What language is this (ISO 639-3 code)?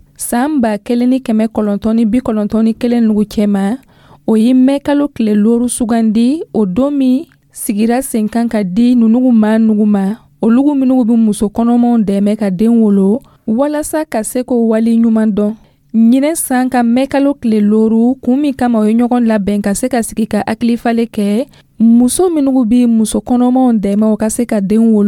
dyu